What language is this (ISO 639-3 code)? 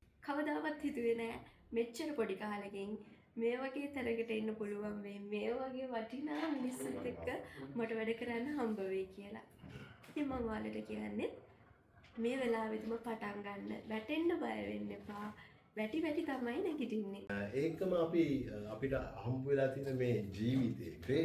sin